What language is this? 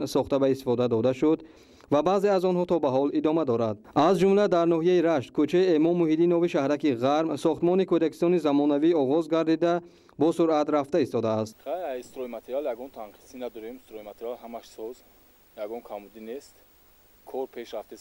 Tajik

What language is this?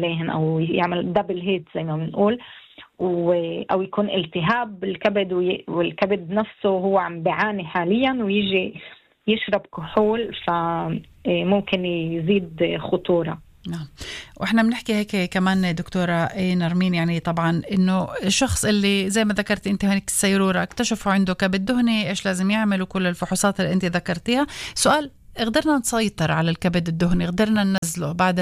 North Levantine Arabic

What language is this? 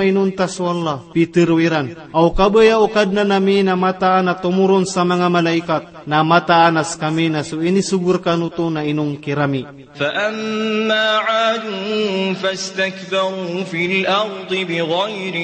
Maranao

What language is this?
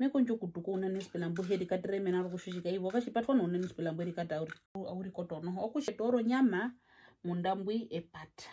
Herero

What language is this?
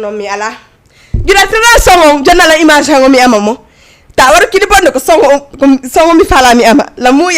Fula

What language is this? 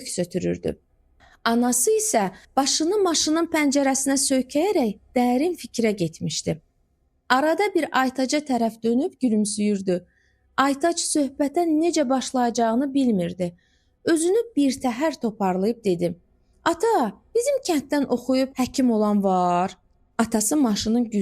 Azerbaijani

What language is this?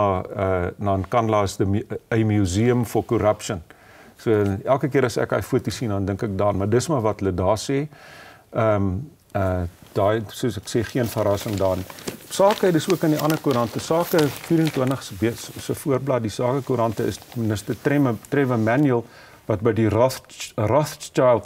Afrikaans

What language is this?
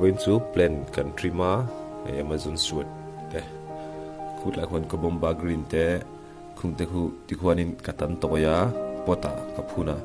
Mizo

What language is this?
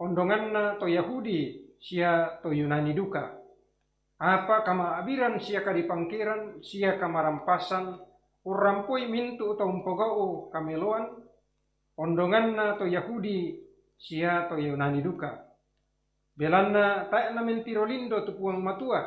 Toraja-Sa'dan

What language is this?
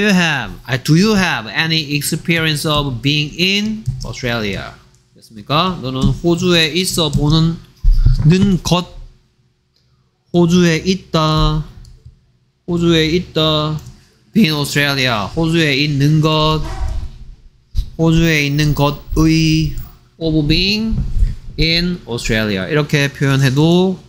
Korean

